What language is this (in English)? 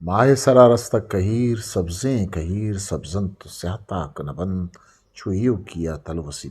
Eastern Balochi